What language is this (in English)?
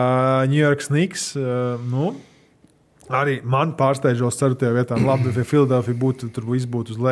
Latvian